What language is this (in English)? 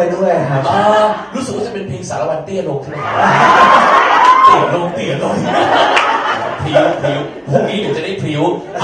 Thai